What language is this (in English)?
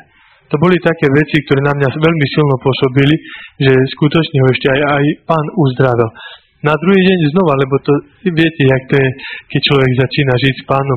Slovak